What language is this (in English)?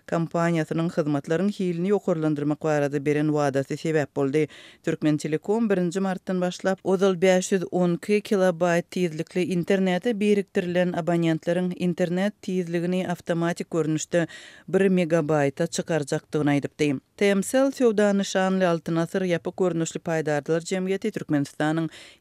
Turkmen